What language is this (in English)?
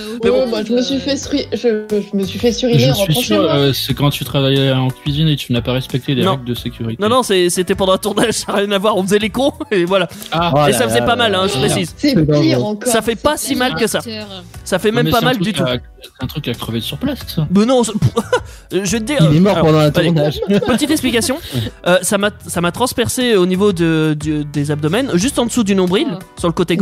French